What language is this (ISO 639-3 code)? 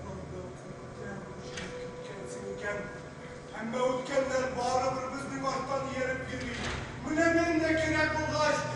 tat